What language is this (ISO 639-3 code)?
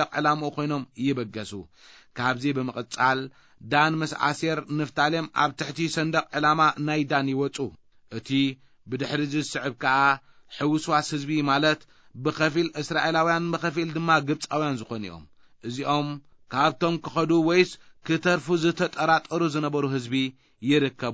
tir